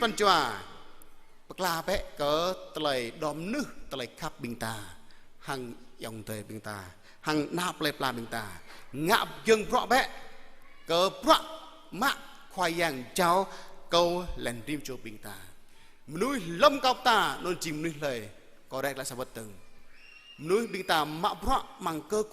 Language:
Jarai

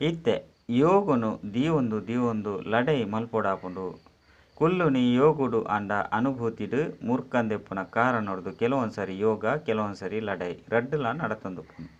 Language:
Tulu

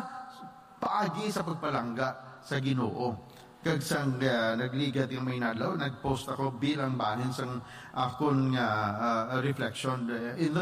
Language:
Hiligaynon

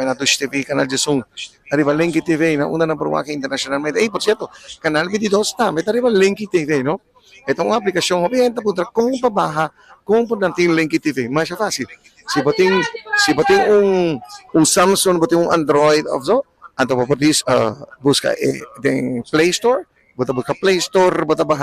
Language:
Papiamento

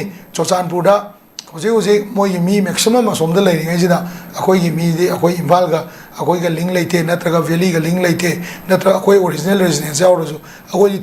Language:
Manipuri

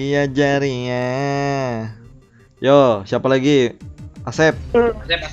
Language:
Banjar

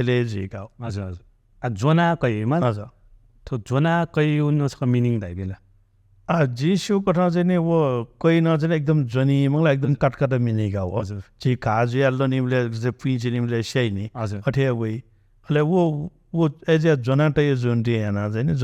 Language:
Newari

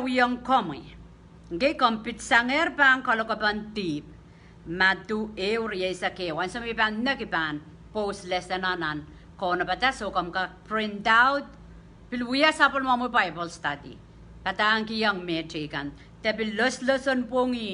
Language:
Pohnpeian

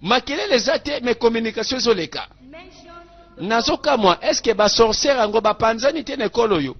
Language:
Lingala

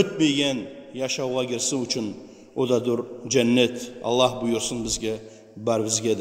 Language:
Kumyk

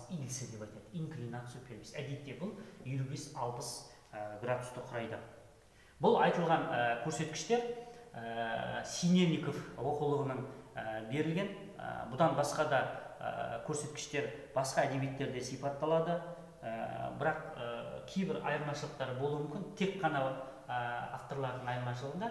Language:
Kazakh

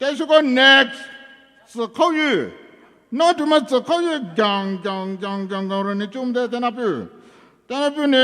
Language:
Poumei Naga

